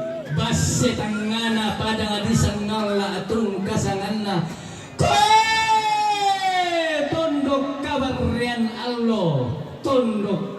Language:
Toraja-Sa'dan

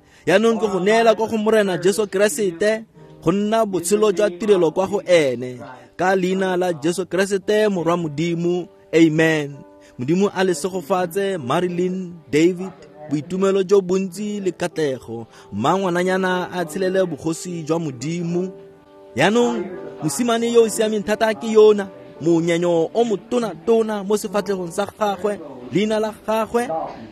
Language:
Tswana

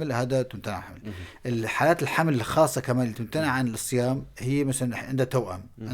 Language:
North Levantine Arabic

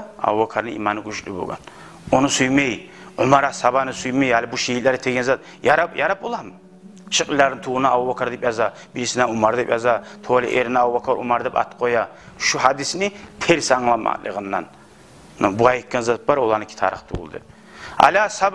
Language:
Kumyk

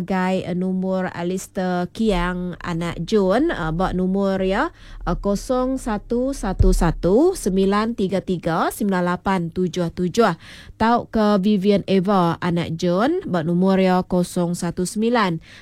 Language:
Iban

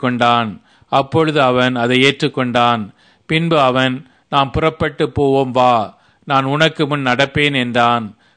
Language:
Tamil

